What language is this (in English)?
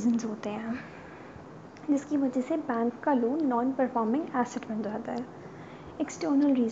Hindi